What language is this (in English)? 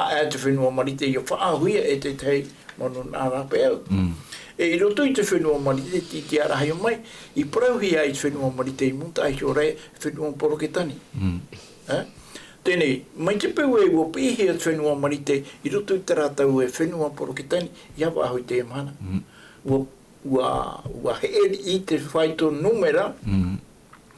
Tahitian